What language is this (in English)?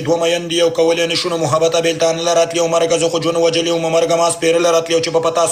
Pashto